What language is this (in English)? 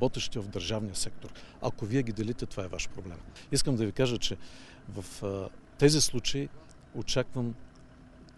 Bulgarian